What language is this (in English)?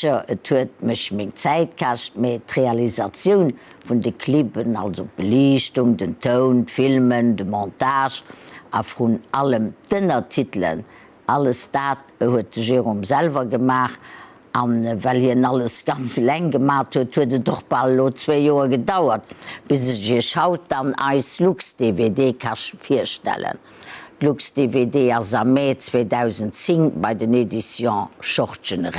Luxembourgish